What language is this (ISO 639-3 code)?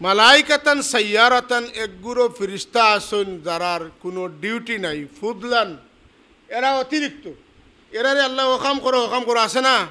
syl